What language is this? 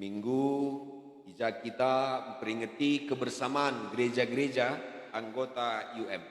Batak Karo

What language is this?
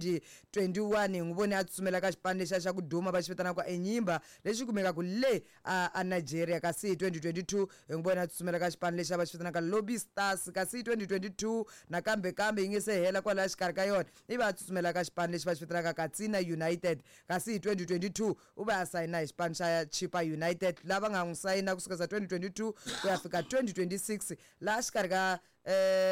Tsonga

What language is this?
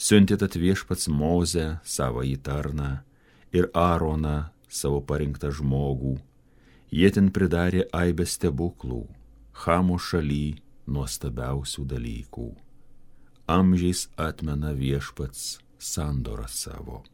Lithuanian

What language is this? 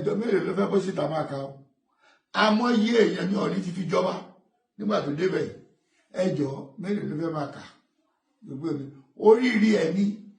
Yoruba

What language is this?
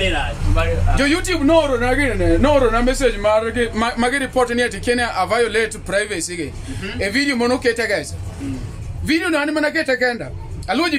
Luo (Kenya and Tanzania)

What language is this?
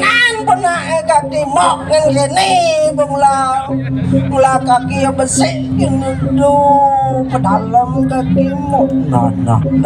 Balinese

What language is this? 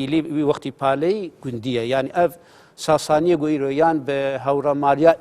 Kurdish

